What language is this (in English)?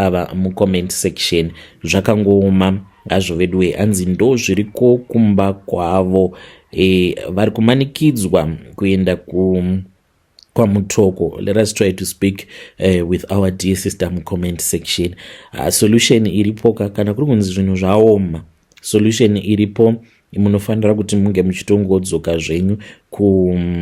Shona